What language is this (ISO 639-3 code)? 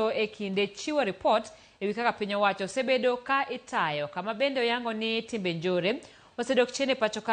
luo